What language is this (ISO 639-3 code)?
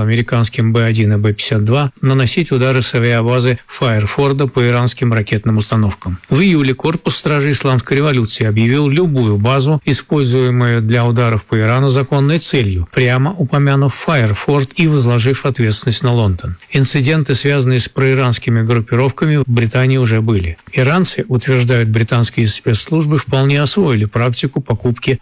rus